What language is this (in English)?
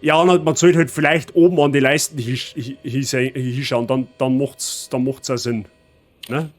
Bavarian